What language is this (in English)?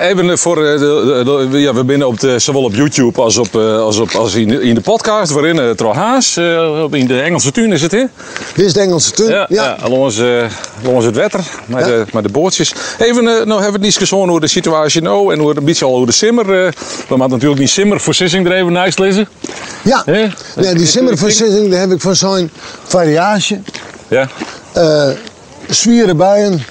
Western Frisian